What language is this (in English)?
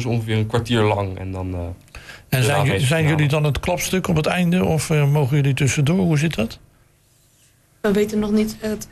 Dutch